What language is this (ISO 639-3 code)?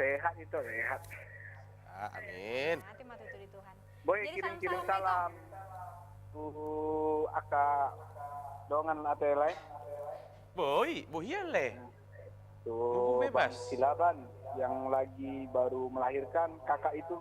bbc